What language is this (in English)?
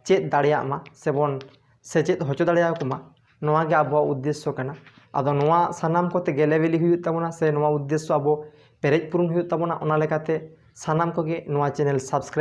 Santali